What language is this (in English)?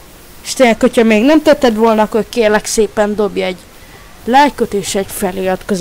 Hungarian